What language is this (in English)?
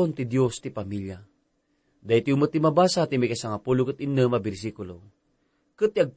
Iloko